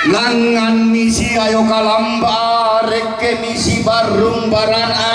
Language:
Toraja-Sa'dan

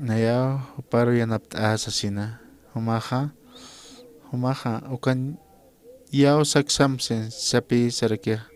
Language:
Aymara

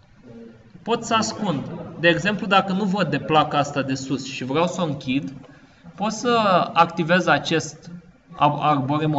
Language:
Romanian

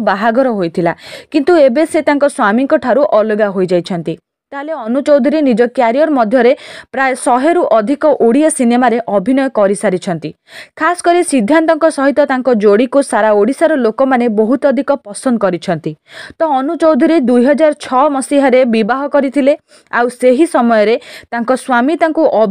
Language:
Odia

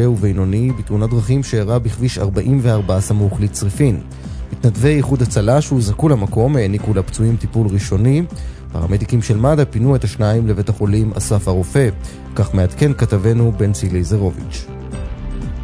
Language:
Hebrew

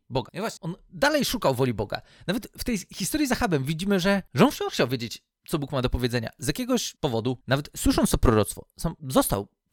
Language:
Polish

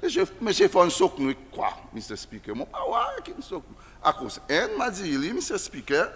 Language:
Seselwa Creole French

